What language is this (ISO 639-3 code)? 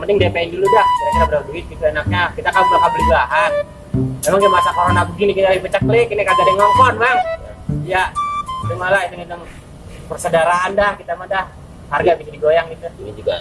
bew